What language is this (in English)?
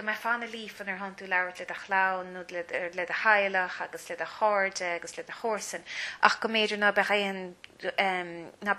Irish